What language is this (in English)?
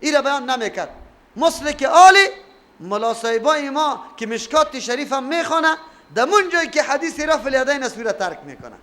Persian